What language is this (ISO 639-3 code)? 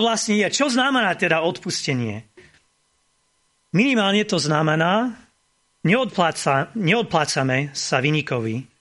slk